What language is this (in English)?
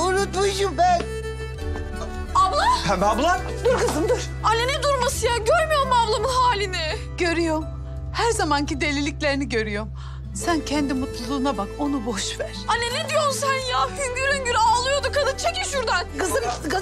Turkish